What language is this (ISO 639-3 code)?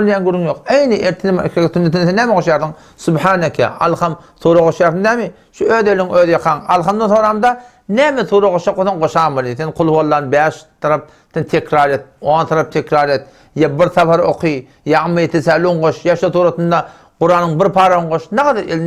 tuk